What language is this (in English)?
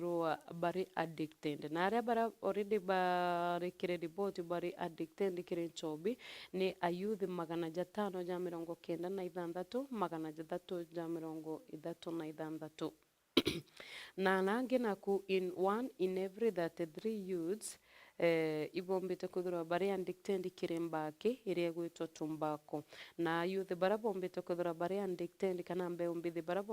Meru